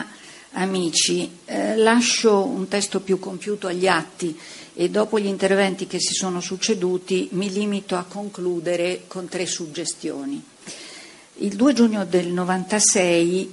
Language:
Italian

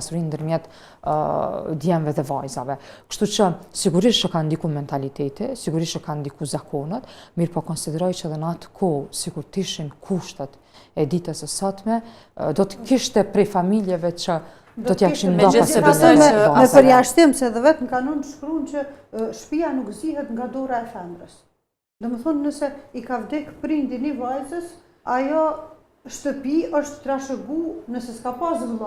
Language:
Albanian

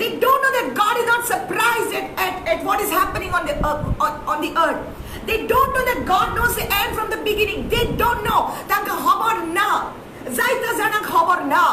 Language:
Konkani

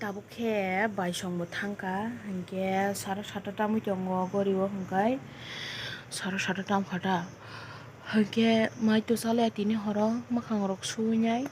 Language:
Kok Borok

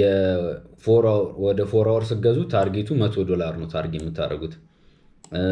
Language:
Amharic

